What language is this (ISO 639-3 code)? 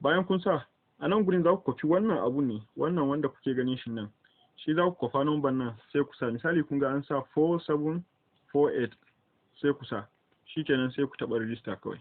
hau